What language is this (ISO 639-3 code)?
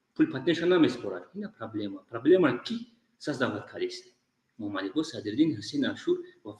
tgk